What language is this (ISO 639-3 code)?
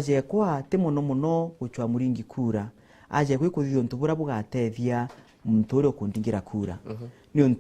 mer